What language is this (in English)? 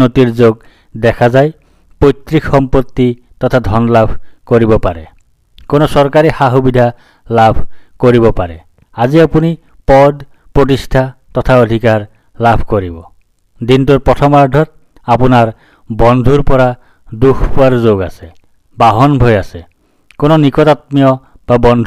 Assamese